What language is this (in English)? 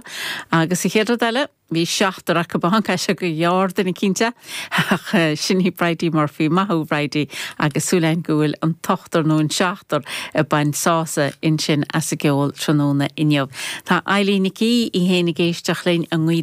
Irish